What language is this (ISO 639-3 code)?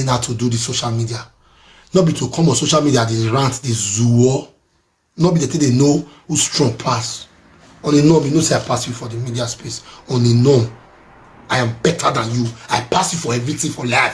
pcm